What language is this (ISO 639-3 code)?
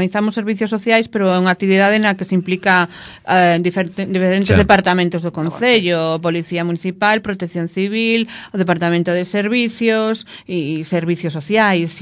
glg